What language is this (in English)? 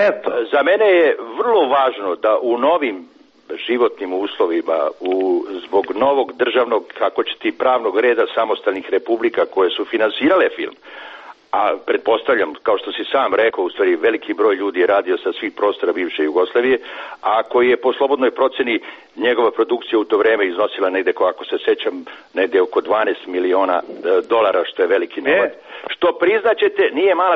Serbian